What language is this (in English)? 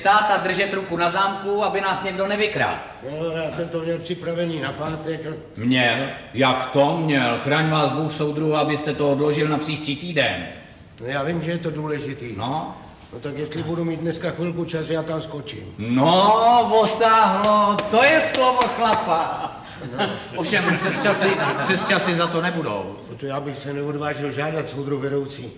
Czech